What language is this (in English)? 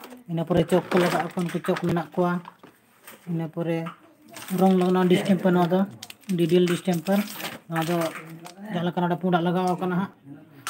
Santali